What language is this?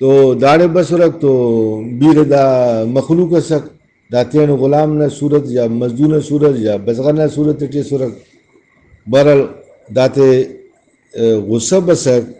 Brahui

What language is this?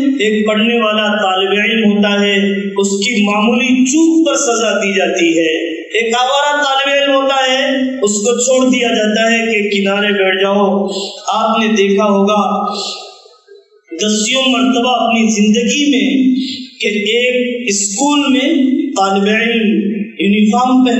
Urdu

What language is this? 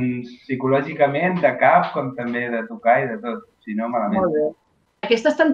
Catalan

